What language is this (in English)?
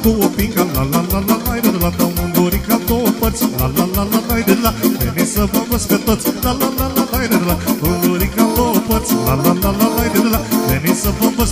Romanian